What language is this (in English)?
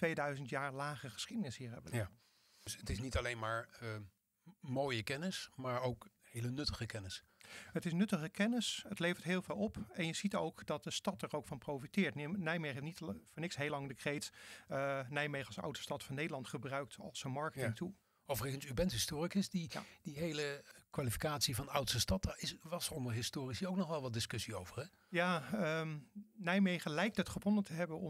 Dutch